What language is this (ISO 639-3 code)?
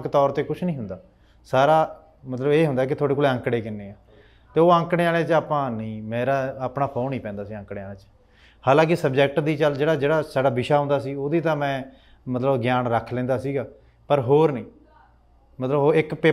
pan